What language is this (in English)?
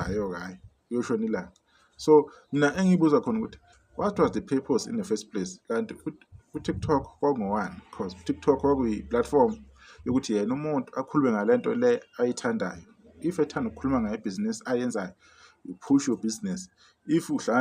Zulu